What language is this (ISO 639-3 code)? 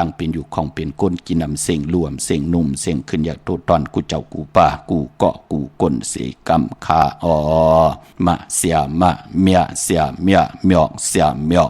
shn